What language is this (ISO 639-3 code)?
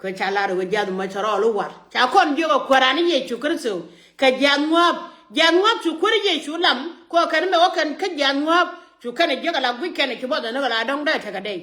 nus